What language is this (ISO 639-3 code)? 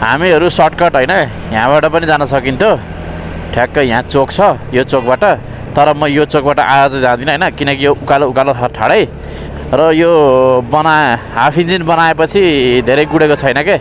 nep